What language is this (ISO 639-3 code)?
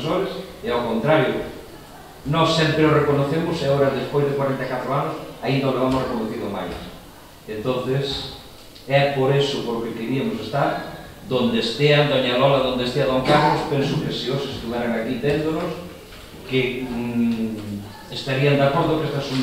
glg